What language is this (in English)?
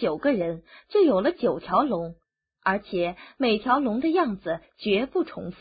Chinese